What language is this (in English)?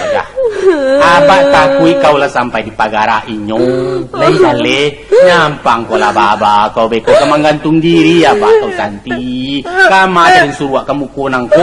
Minangkabau